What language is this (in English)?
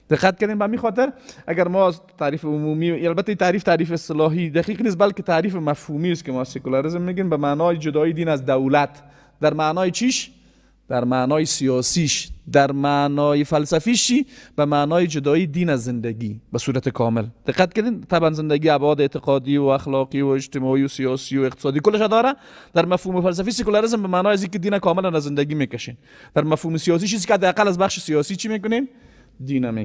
Persian